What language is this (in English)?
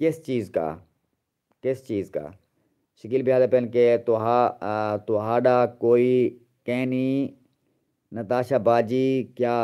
Saraiki